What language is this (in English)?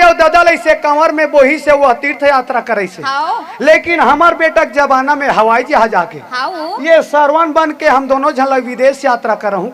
Chhattisgarhi